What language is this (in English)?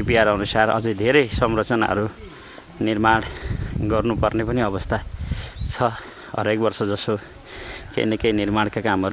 Nepali